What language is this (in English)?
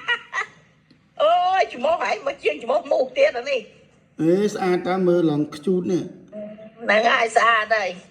Khmer